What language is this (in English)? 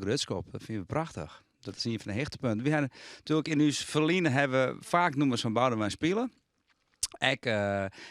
Western Frisian